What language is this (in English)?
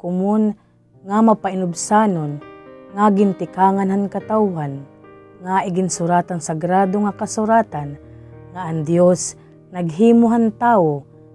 Waray